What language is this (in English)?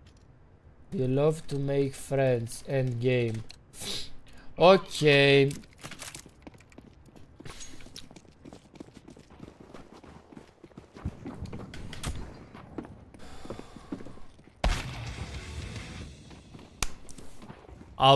Romanian